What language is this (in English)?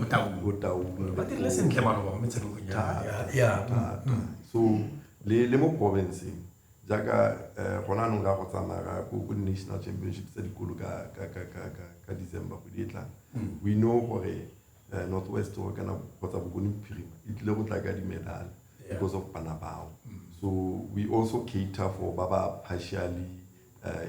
Tswana